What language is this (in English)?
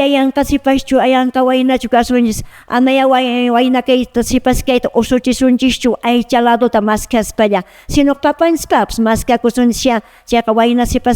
Quechua